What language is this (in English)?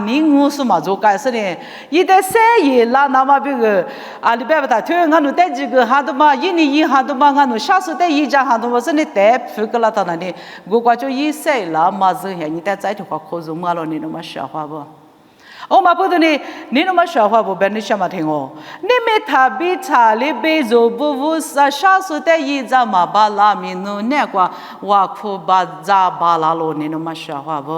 Lisu